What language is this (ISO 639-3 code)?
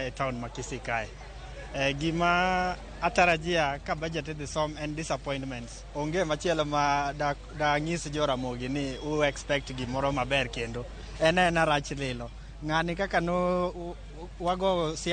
luo